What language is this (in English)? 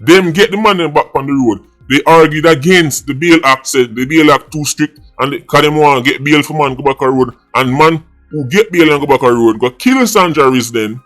Jamaican Creole English